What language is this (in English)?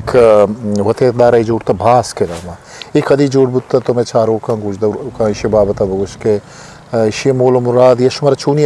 Eastern Balochi